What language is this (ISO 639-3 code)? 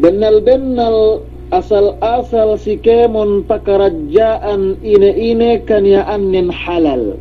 yka